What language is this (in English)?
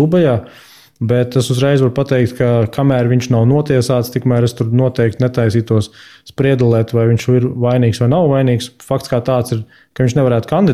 Latvian